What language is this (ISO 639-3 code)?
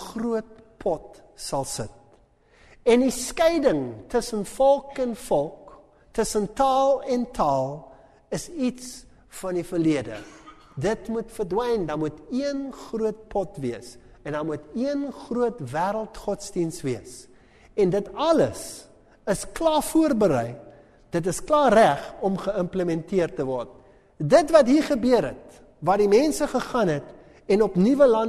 afr